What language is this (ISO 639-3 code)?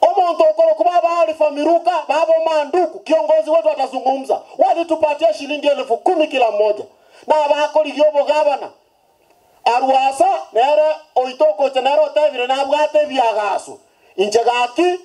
guz